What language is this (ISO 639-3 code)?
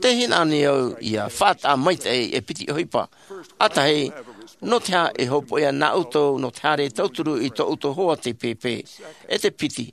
tah